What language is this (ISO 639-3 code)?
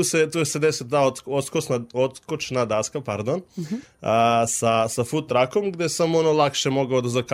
srp